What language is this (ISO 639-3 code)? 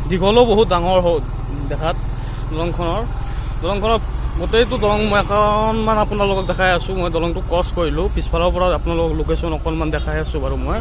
asm